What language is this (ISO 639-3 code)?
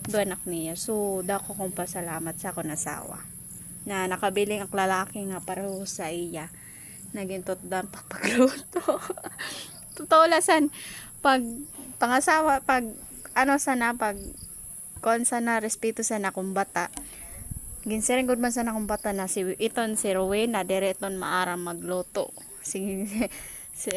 war